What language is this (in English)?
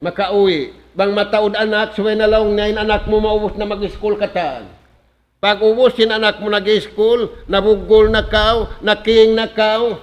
Tausug